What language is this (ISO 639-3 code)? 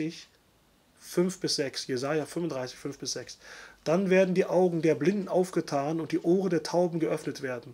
deu